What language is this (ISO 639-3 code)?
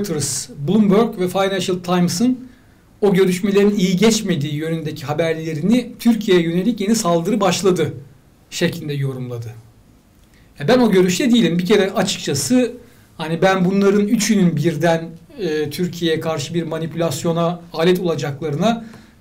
tur